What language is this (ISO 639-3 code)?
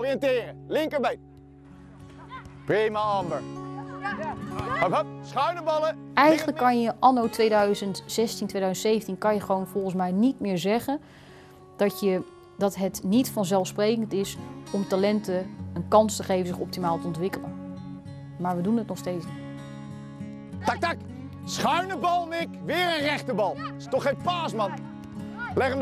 nld